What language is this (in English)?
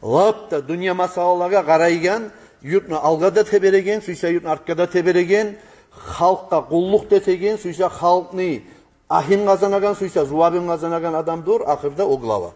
Kumyk